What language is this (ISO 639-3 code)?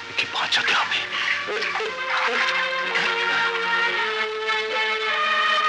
ben